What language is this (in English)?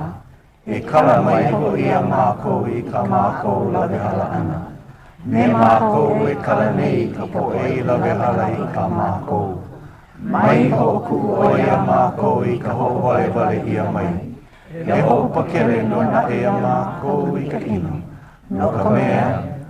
Hawaiian